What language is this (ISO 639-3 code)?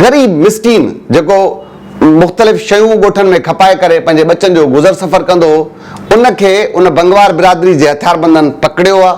snd